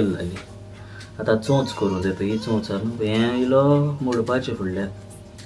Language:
Konkani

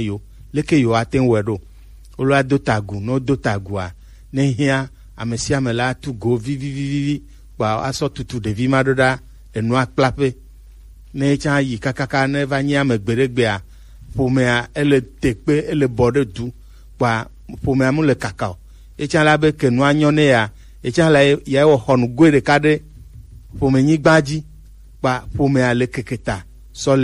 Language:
Gen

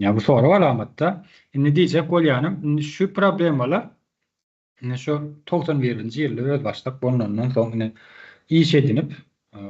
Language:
Turkmen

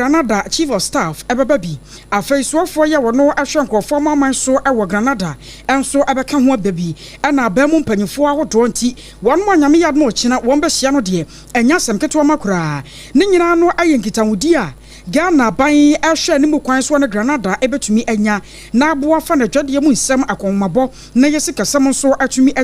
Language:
Akan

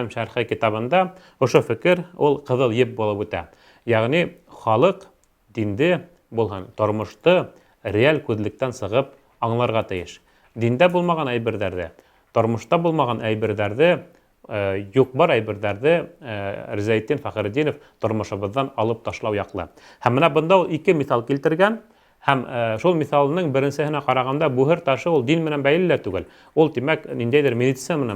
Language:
Bashkir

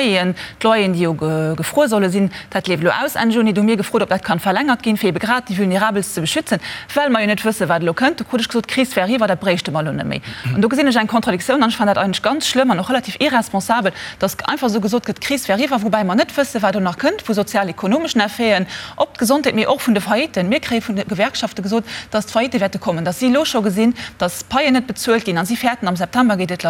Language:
Luxembourgish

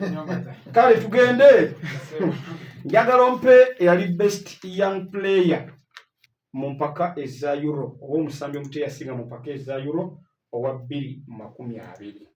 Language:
Ganda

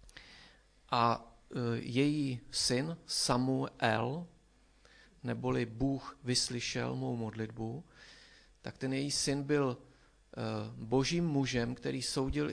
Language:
Czech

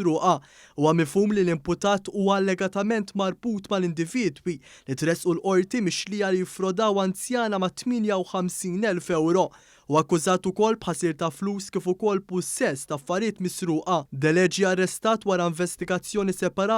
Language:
Maltese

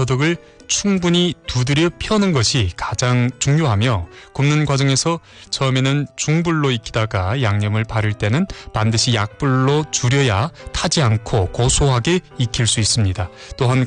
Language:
Korean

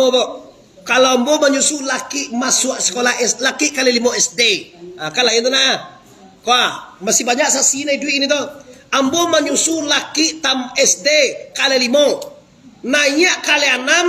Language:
Minangkabau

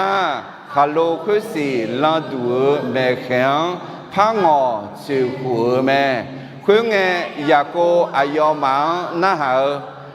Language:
Akha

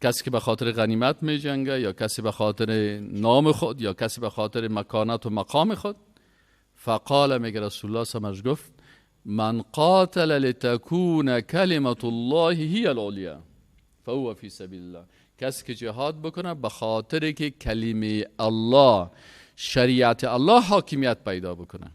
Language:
Persian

